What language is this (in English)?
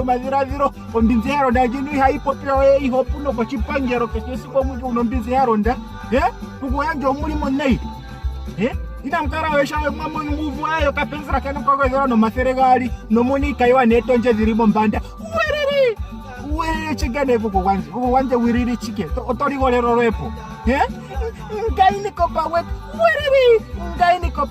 Ndonga